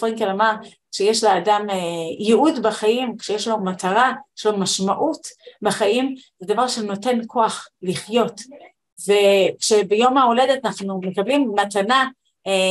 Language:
Hebrew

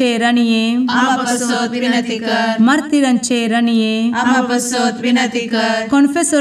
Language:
Konkani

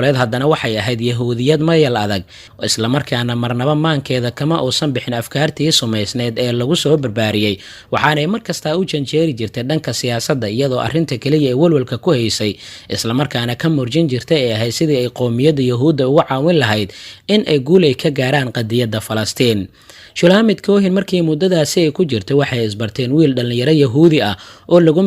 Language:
Somali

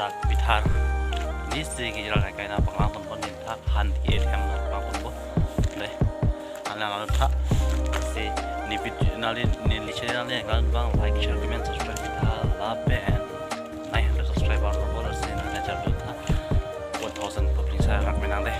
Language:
Karbi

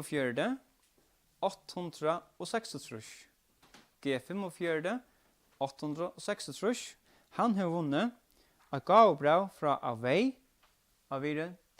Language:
Faroese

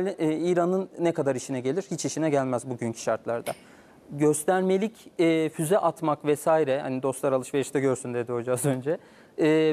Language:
Turkish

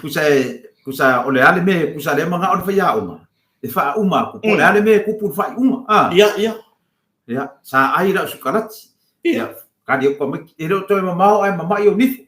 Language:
Samoan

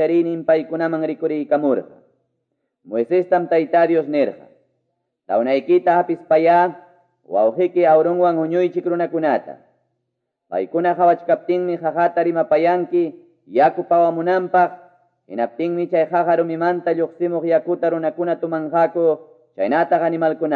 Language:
Quechua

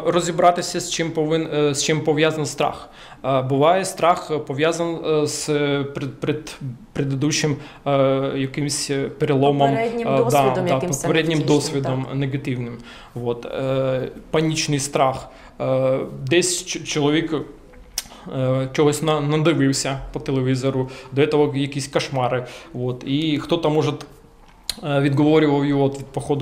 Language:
Ukrainian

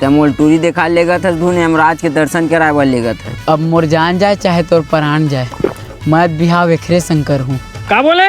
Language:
Chhattisgarhi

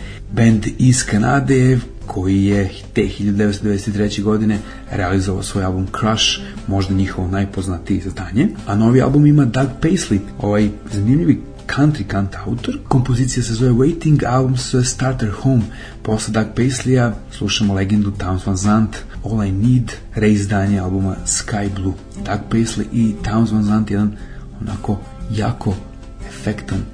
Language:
Serbian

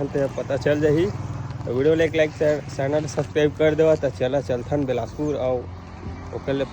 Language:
Chhattisgarhi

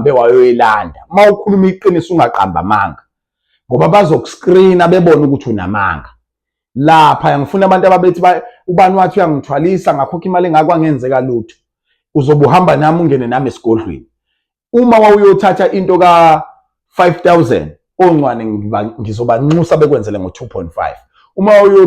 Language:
Zulu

